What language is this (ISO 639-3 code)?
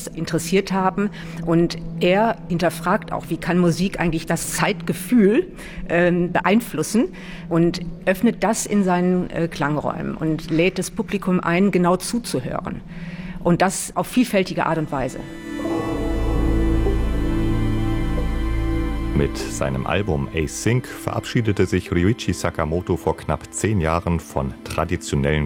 deu